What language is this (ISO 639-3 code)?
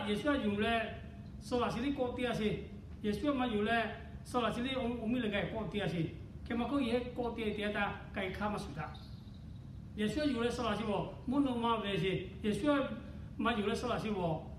lhu